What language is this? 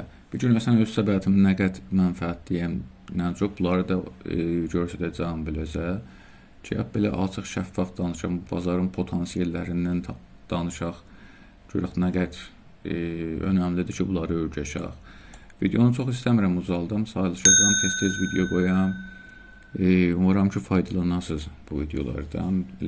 South Azerbaijani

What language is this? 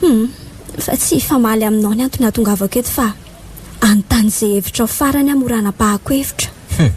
Malagasy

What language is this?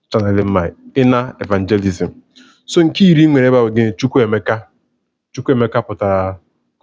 Igbo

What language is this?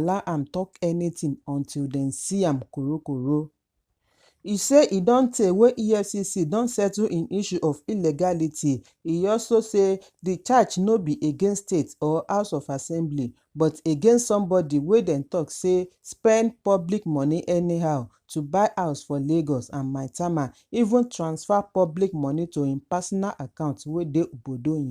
Nigerian Pidgin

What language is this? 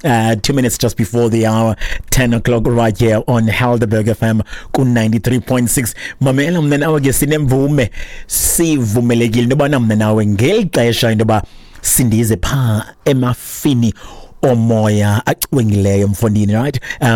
Xhosa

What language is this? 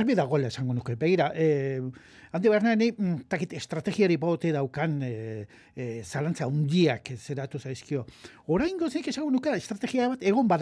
Basque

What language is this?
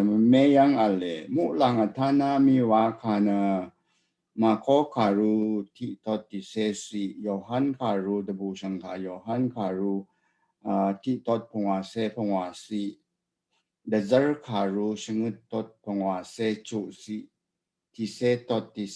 Rawang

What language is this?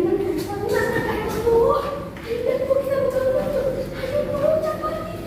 Banjar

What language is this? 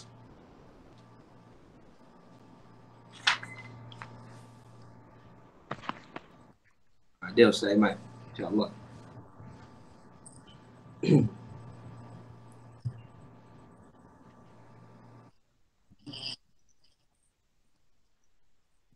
Malay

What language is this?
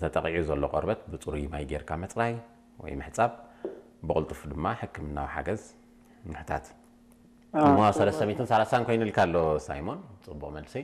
Tigrinya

